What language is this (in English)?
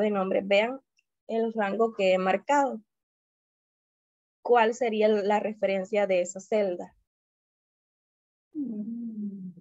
Spanish